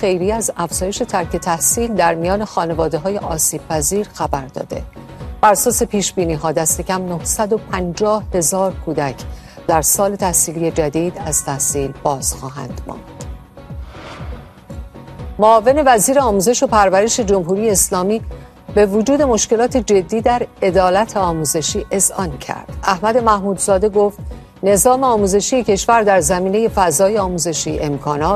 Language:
Persian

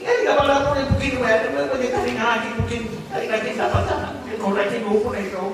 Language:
Gilbertese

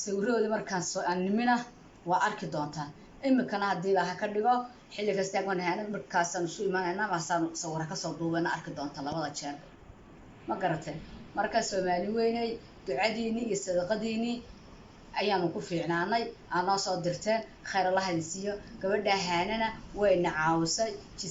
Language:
Somali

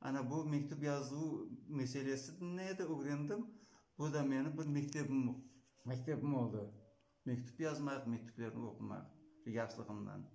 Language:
Crimean Tatar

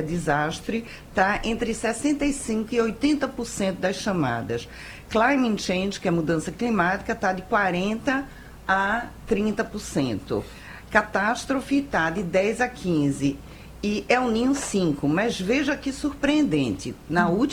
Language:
Portuguese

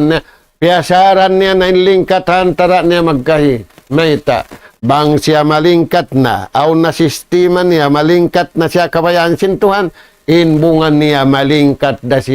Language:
Tausug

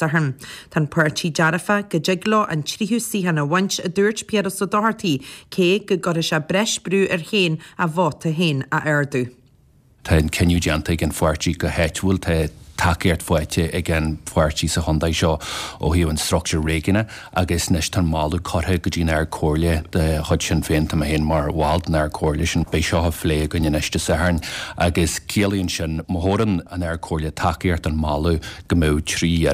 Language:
Irish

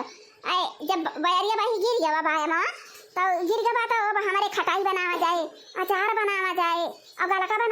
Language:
Awadhi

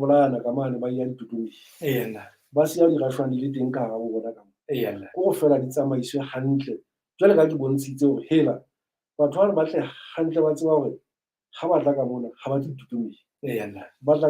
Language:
Southern Sotho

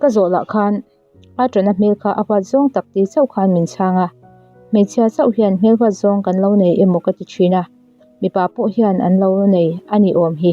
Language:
Mizo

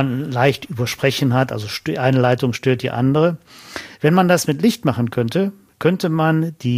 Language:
German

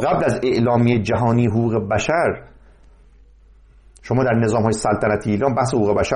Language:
Persian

